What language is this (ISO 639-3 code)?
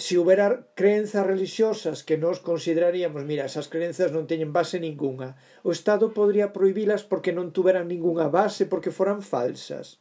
glg